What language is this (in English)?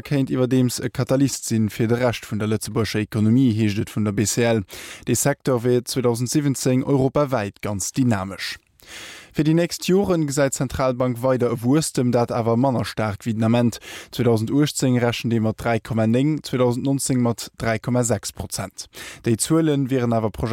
Luxembourgish